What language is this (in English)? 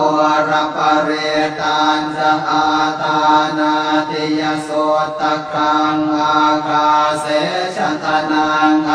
Pali